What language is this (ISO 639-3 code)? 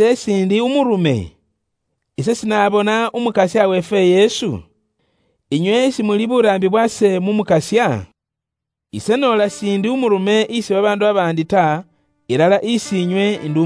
luy